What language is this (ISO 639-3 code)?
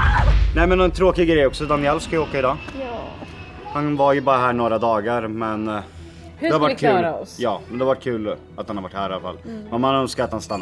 swe